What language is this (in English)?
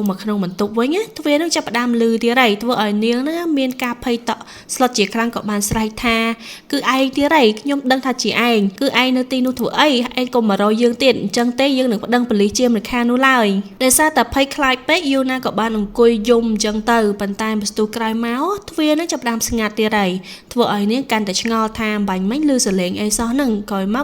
Khmer